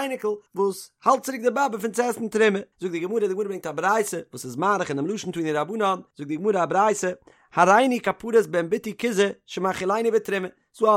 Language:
Yiddish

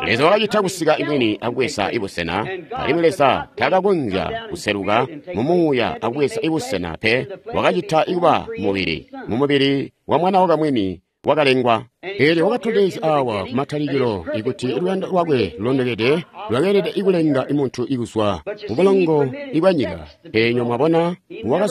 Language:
Tonga (Zambia)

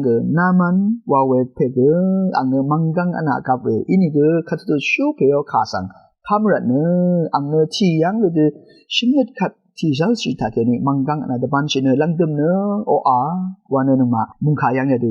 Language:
Rawang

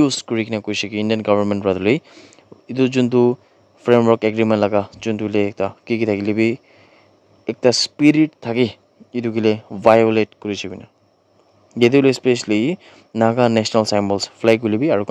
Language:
Naga Pidgin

